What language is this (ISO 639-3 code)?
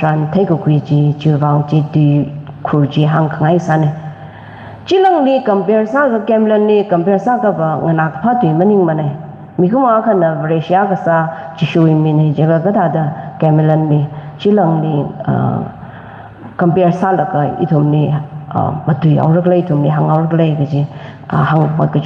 nmf